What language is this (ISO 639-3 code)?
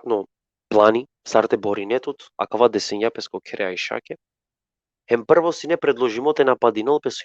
rmn